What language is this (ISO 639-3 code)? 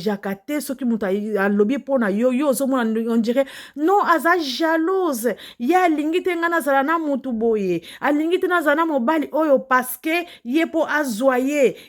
lin